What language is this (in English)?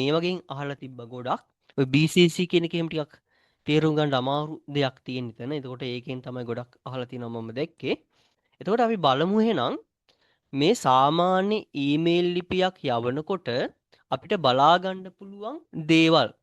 Sinhala